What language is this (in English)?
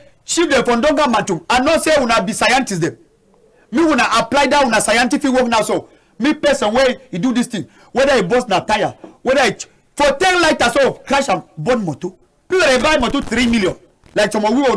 Cameroon Pidgin